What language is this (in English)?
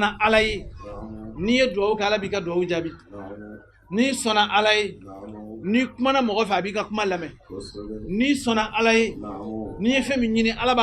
Bambara